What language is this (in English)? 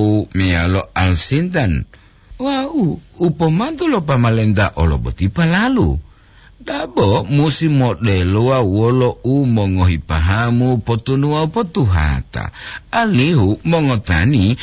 Gorontalo